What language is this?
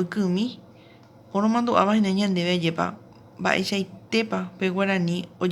Guarani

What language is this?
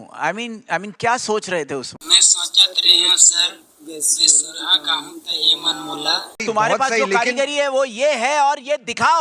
Chhattisgarhi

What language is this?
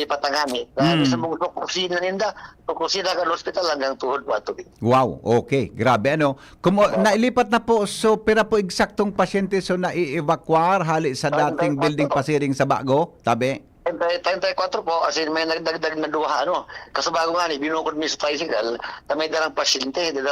Bikol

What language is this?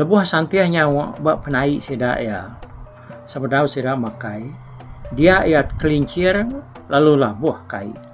Iban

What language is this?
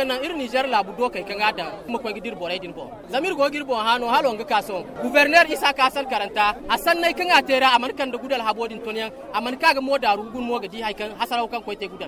Zarma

